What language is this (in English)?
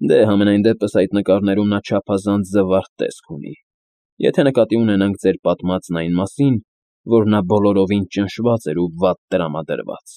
Armenian